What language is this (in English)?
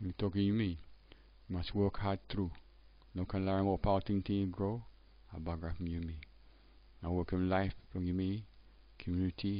Tok Pisin